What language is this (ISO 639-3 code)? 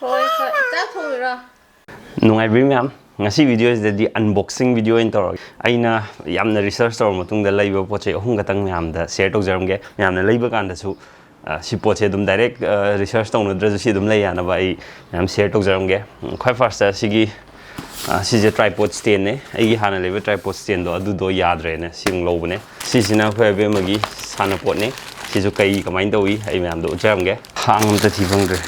mni